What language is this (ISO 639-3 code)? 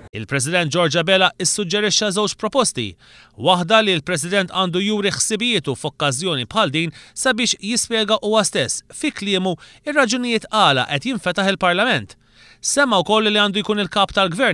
mlt